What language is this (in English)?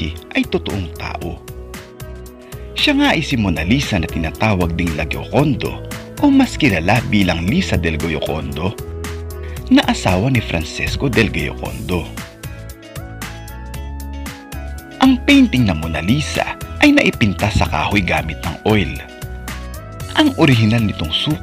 Filipino